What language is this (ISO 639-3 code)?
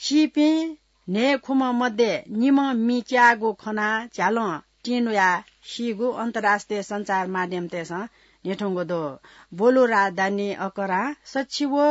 new